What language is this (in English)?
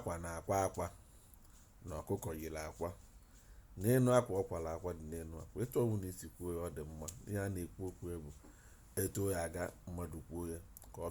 Igbo